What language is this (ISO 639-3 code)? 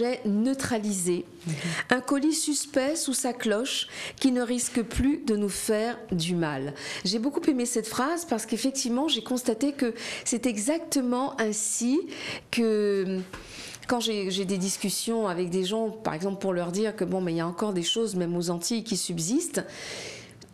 fra